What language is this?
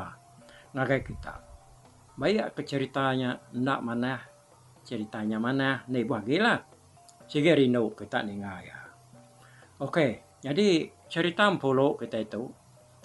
Iban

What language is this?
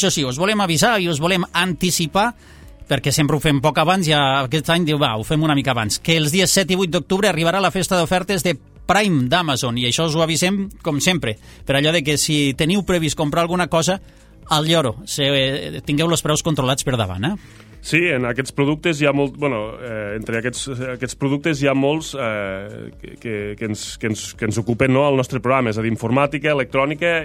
Catalan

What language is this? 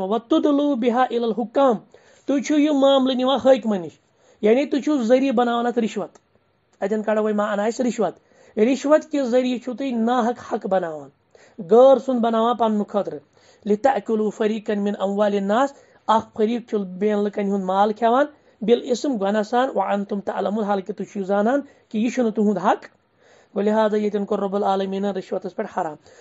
Kashmiri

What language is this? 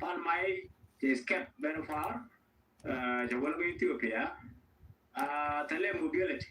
Nuer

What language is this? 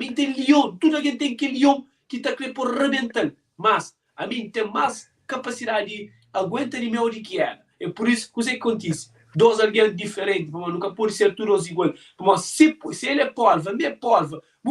Kabuverdianu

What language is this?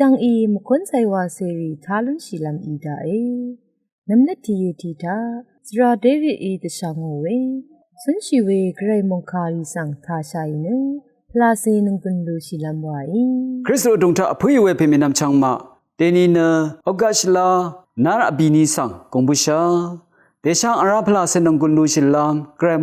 Rawang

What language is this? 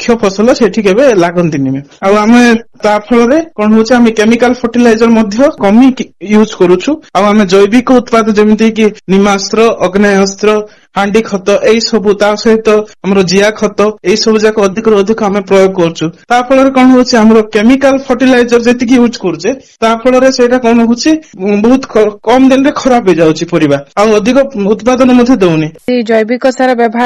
Odia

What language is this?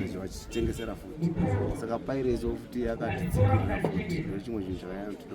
Shona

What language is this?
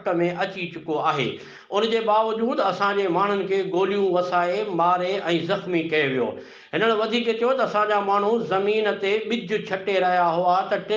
Sindhi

